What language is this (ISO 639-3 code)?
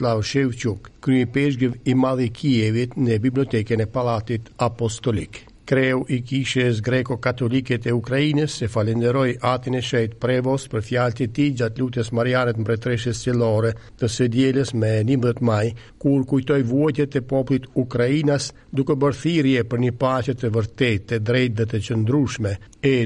sqi